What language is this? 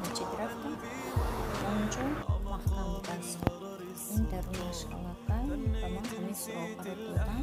Tajik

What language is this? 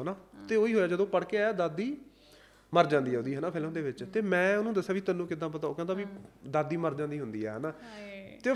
Punjabi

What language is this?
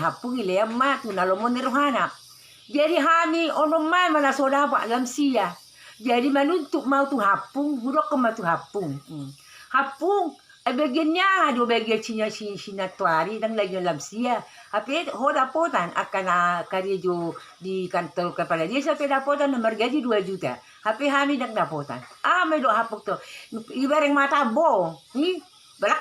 Batak Toba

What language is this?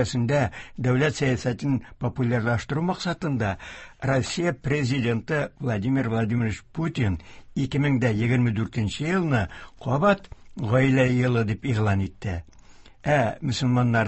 Tatar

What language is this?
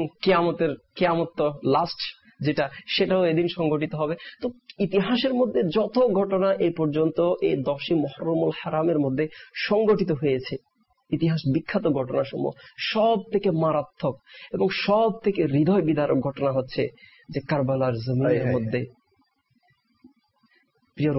Bangla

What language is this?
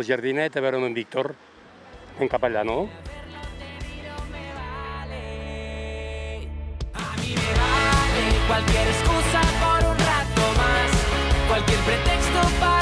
Catalan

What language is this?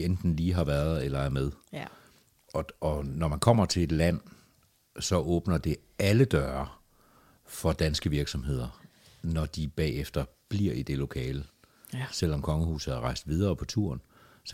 Danish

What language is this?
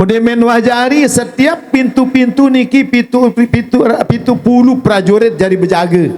Sasak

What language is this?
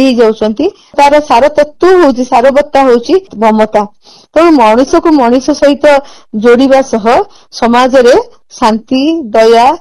Odia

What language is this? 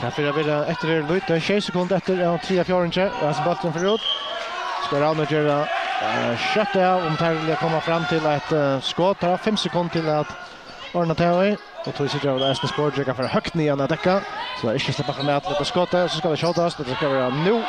Faroese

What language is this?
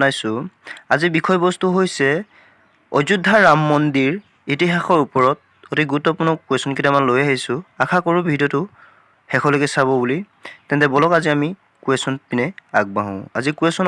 Assamese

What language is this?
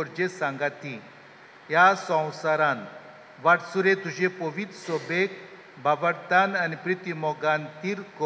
Konkani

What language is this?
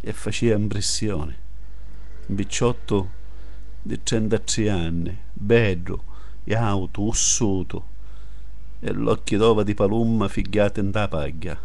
Sicilian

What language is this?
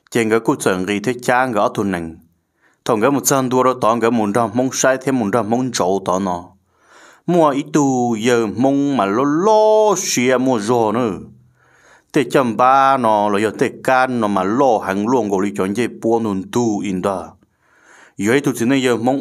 Vietnamese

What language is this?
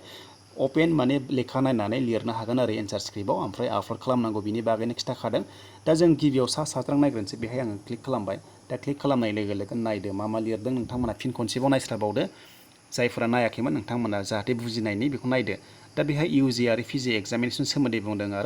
Bodo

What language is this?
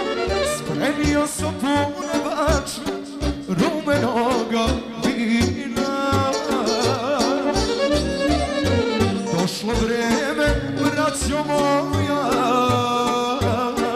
Serbian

